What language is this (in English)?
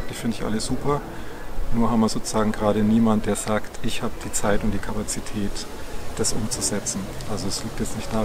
German